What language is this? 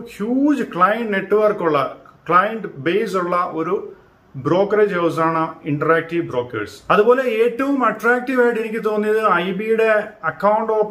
Malayalam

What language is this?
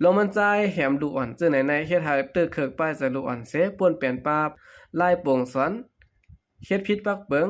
Shan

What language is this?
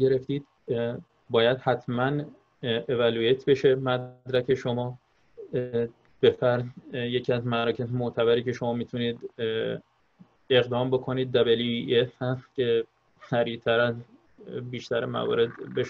Persian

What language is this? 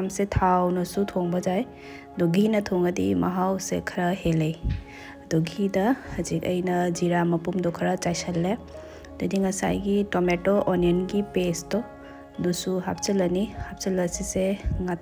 Manipuri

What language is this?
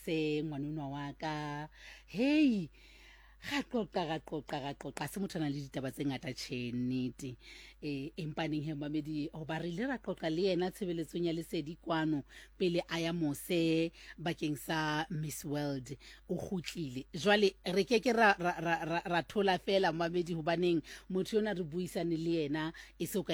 Southern Sotho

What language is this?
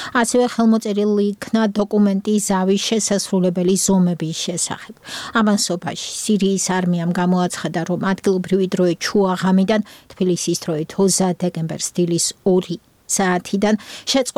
Georgian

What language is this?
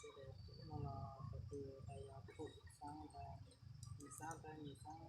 Hmong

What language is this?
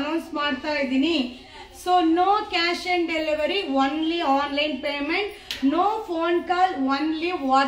Kannada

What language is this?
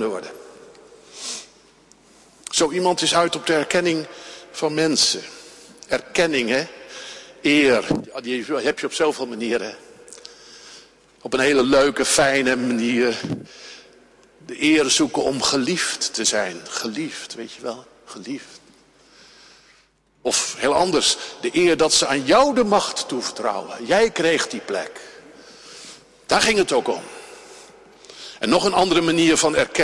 Dutch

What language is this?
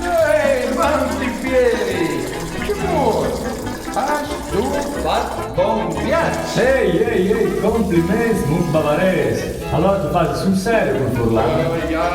Friulian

